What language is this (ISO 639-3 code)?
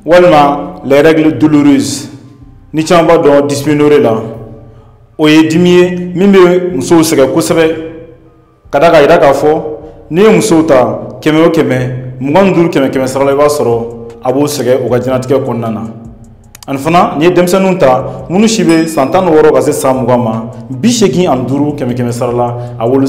bam